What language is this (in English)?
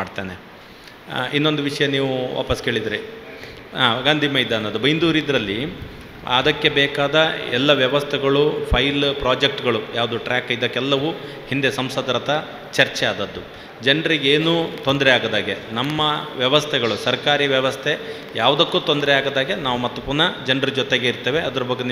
Kannada